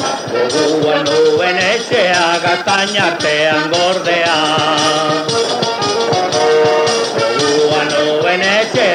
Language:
Basque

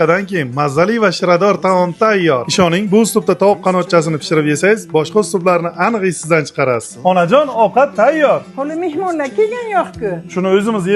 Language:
Uzbek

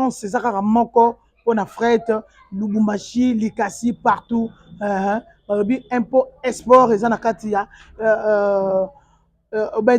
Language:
Lingala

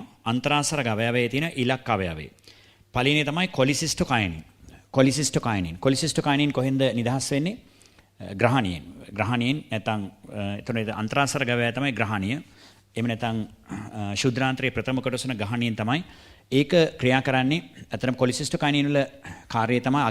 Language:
Sinhala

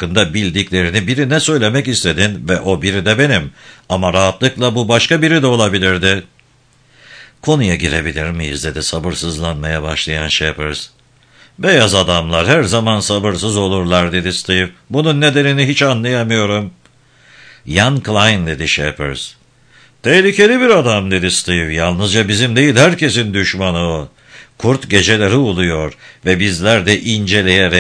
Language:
Turkish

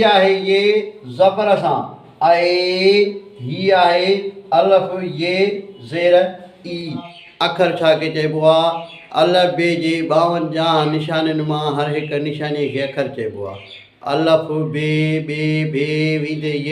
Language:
Sindhi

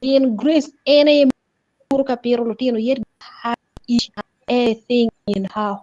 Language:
Acoli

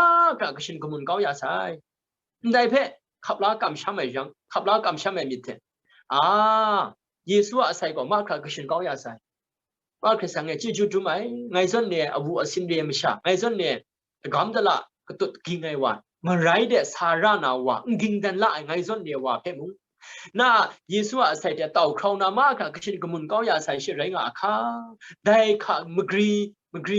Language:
Kachin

